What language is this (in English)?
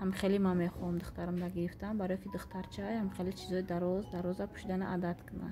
Tajik